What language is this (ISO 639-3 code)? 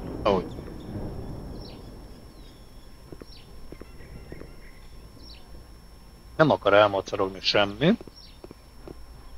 hun